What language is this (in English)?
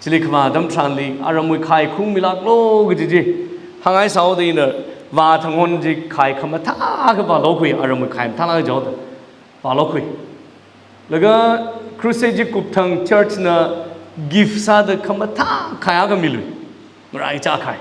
Tangkhul Naga (India)